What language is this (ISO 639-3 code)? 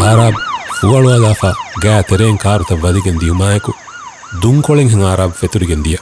div